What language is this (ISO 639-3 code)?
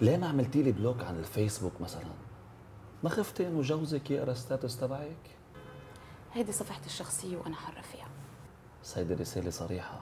apc